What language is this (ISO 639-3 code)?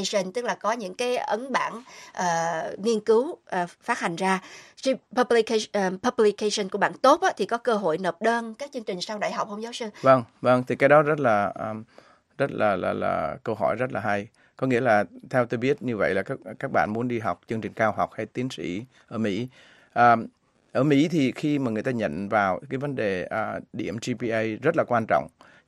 vie